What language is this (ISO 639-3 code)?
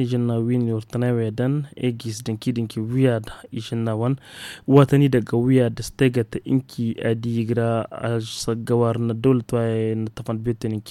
taq